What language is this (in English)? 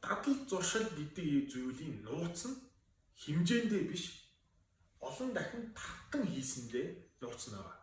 Mongolian